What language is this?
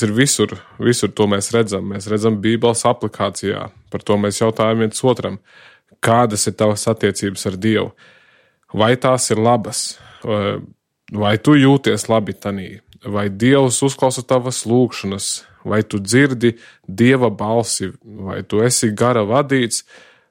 Latvian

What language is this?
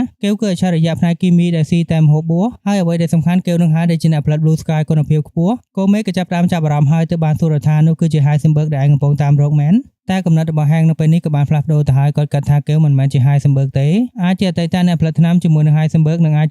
Khmer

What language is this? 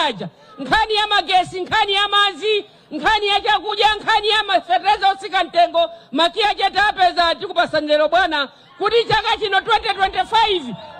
Nyanja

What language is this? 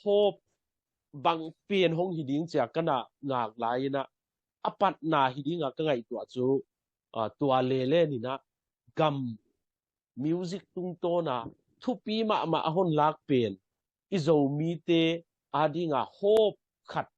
Tedim Chin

